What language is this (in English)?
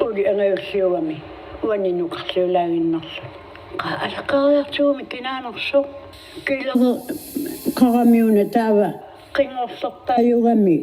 Kalaallisut